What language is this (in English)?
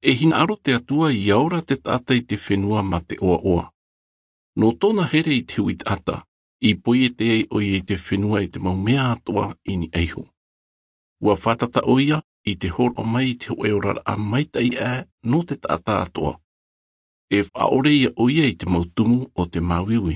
Albanian